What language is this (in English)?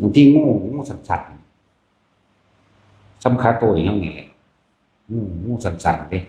Northeastern Thai